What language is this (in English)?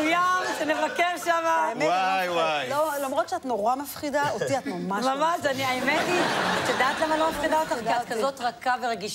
Hebrew